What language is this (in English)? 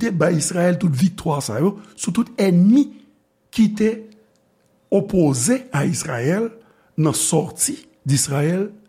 Haitian Creole